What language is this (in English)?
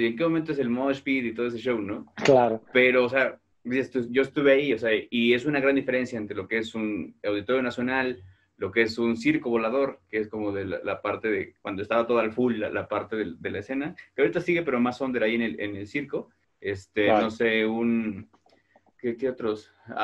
Spanish